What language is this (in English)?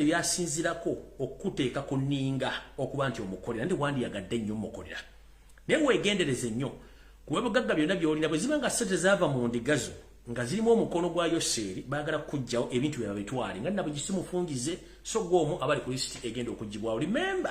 Ganda